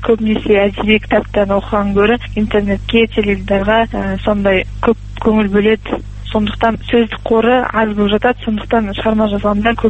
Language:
Kazakh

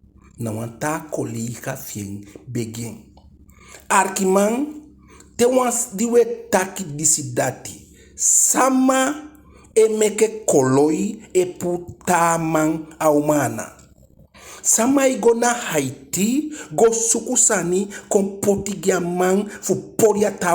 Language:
Eastern Maroon Creole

